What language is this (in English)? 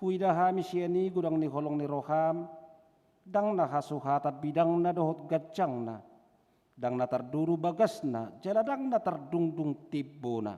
Batak Toba